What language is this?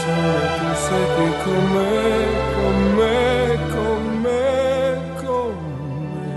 Italian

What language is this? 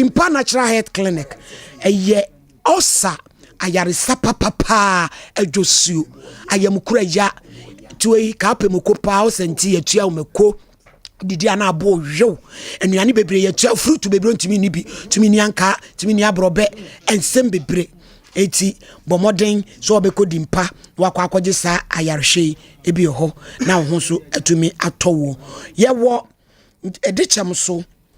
Akan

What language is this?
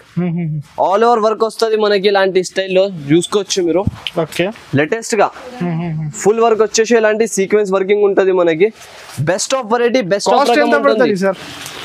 Telugu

